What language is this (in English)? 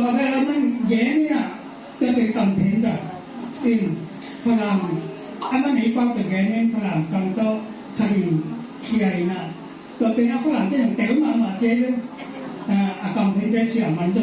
Tedim Chin